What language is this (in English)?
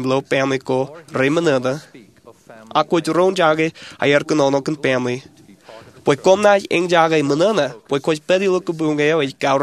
Marshallese